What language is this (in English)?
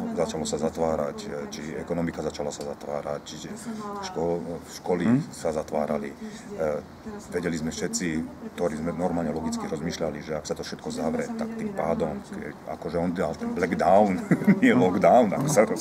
Slovak